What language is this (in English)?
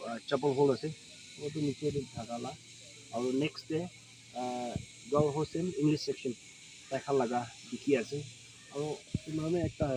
Naga Pidgin